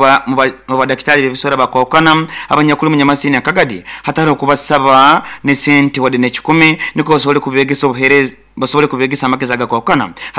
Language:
Nyoro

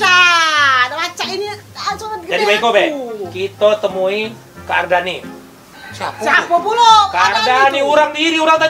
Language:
Musi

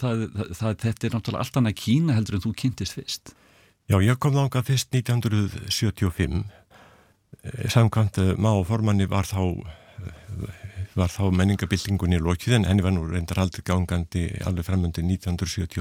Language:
Icelandic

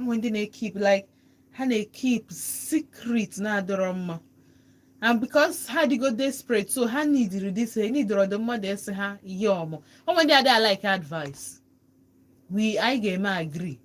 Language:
Igbo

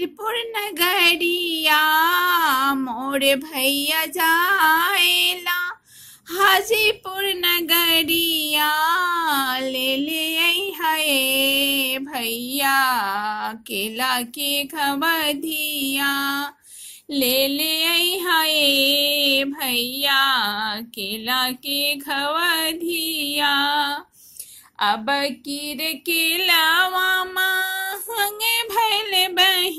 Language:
Bhojpuri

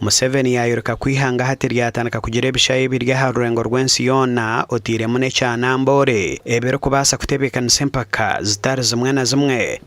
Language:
Nyankole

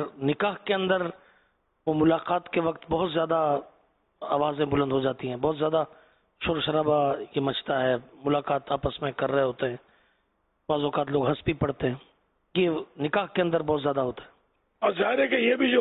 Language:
Urdu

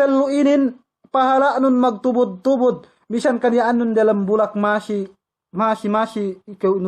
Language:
Yakan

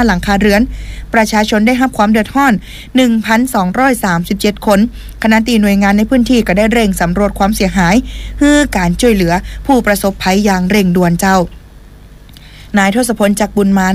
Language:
Thai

